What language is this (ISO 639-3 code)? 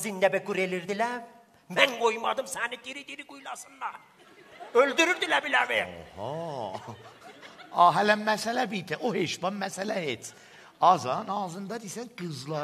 azb